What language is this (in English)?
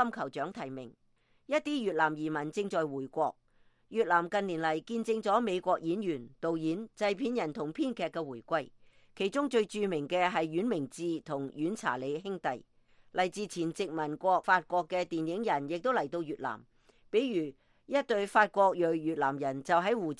Cantonese